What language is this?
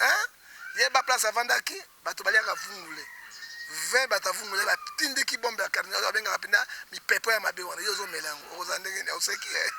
Lingala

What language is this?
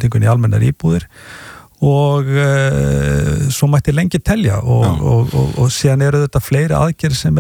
Icelandic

